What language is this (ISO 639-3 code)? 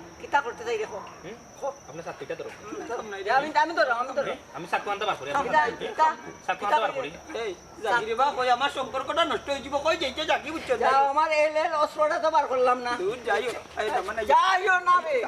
syl